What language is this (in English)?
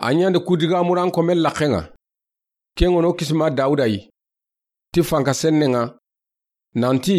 Soninke